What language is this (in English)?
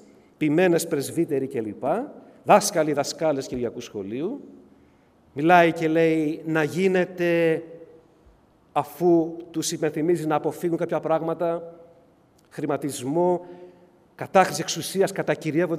Greek